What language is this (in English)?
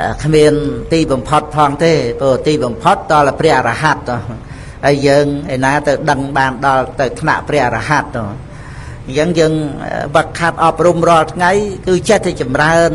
Khmer